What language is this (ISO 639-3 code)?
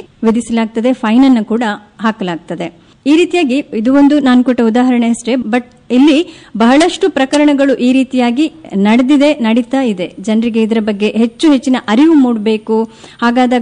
kan